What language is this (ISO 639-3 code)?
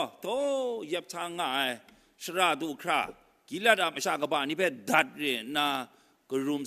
kac